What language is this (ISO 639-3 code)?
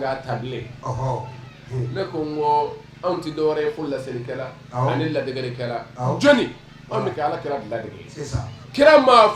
bam